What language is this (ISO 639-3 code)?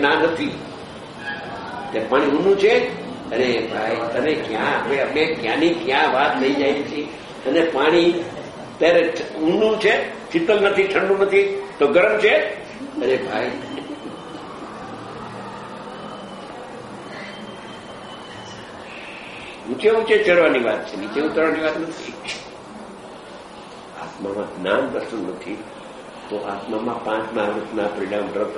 guj